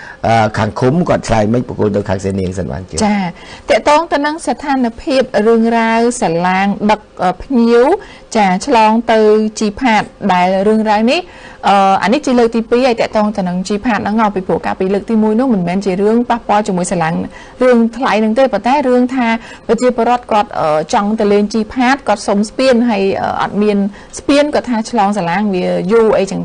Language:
Khmer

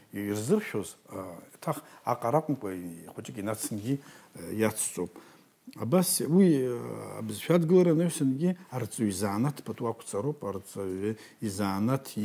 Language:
Abkhazian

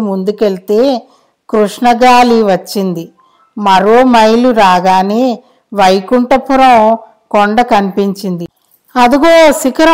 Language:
Telugu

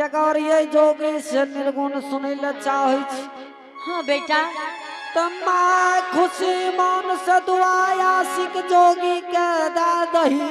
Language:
Angika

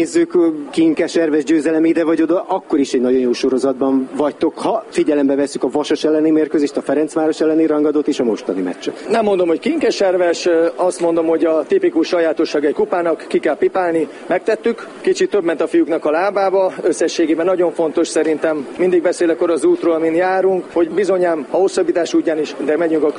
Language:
Hungarian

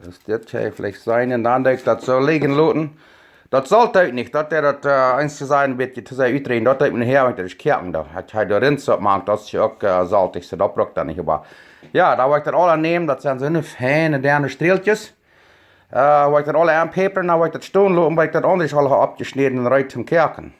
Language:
Plautdietsch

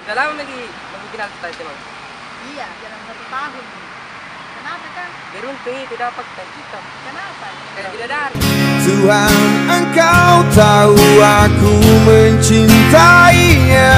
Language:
Makassar Malay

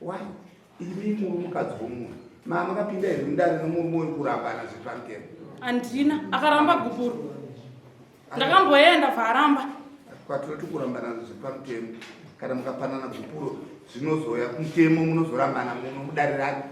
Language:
Shona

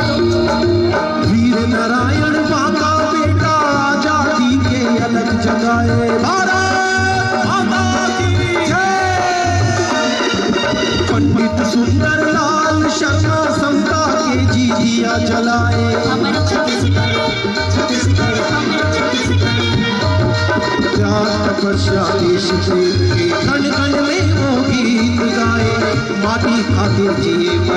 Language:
Chhattisgarhi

